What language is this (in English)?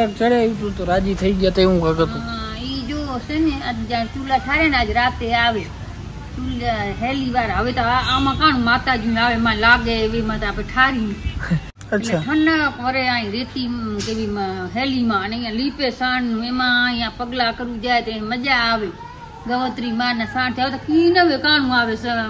Gujarati